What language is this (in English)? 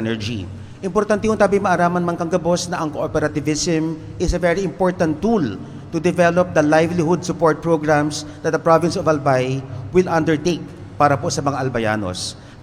Bikol